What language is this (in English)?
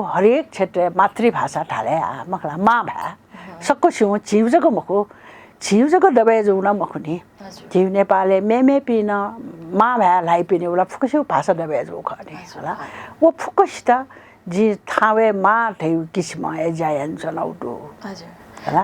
Newari